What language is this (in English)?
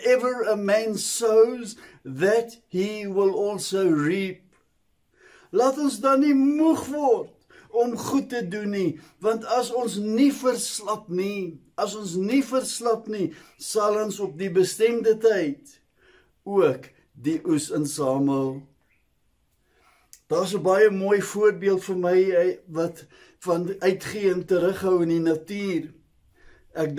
Afrikaans